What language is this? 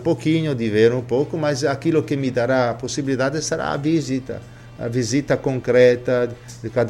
Portuguese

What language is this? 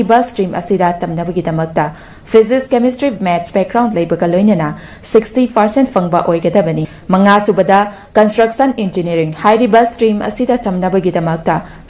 Manipuri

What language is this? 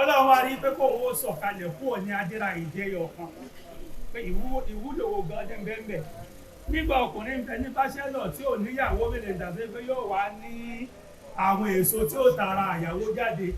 Yoruba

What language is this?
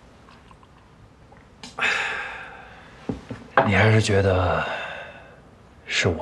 Chinese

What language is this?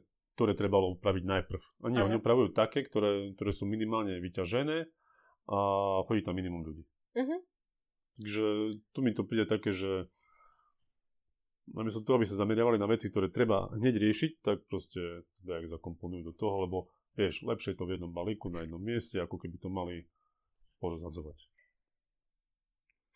Slovak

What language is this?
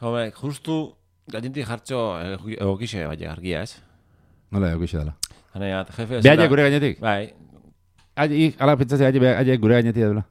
Basque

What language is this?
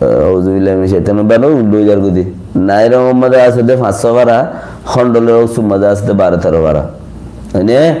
Rohingya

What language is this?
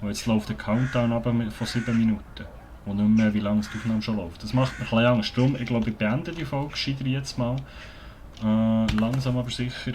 Swiss German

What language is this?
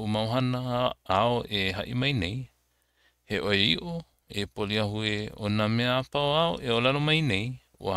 Hawaiian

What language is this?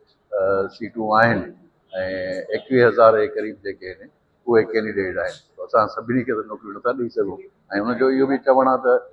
Sindhi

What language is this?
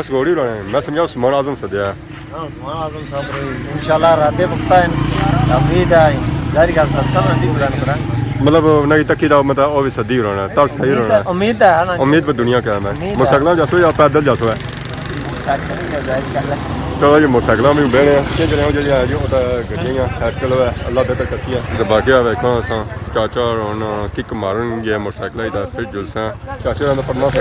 Pahari-Potwari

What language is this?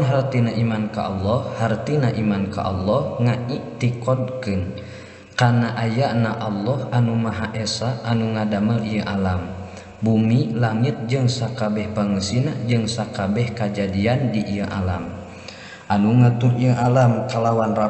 Sundanese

